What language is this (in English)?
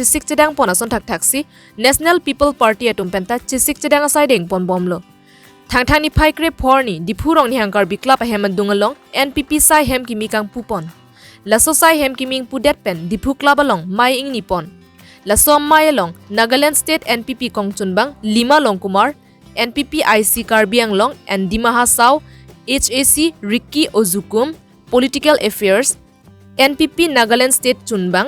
Karbi